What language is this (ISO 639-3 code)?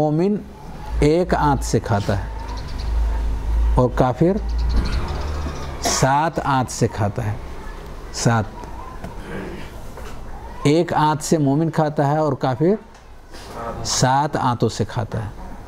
urd